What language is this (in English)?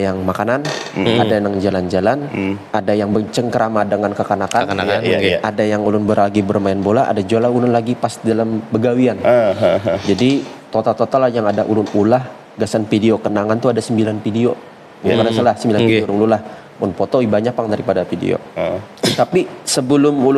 Banjar